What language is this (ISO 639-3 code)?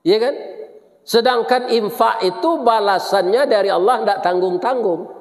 min